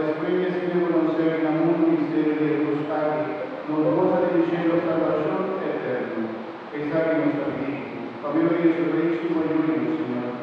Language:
Papiamento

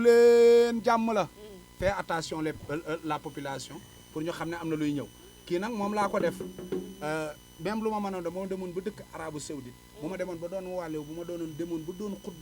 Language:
Wolof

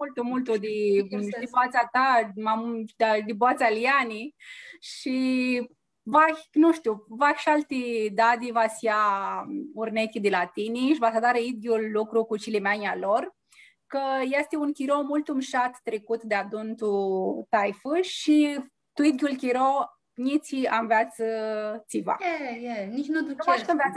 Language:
Aromanian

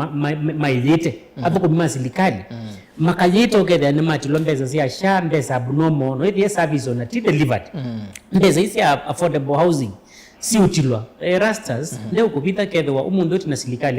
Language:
Kamba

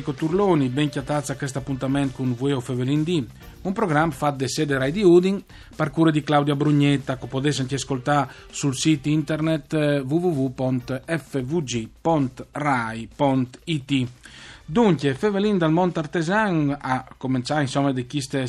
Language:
Friulian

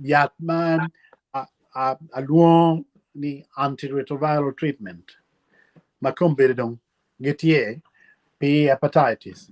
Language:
Acoli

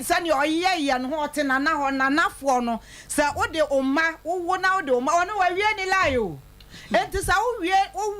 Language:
Akan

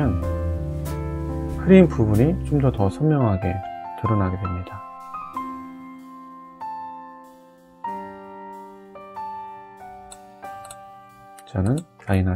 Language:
Korean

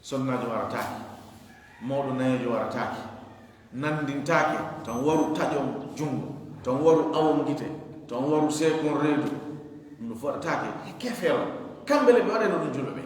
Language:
Fula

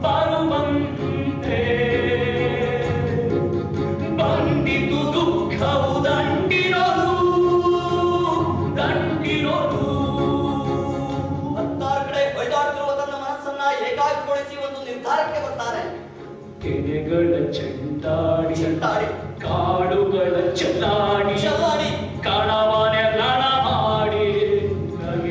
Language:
Kannada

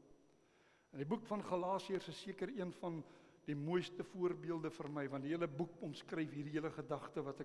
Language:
Afrikaans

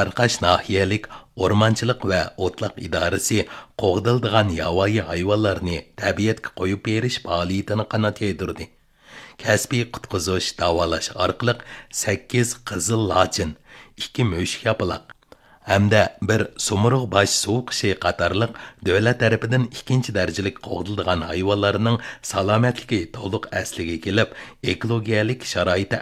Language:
Uyghur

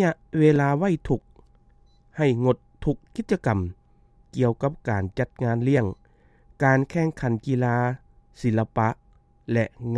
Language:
Lao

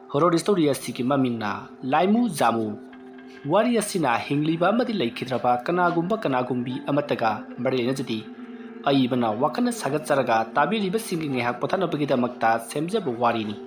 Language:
Manipuri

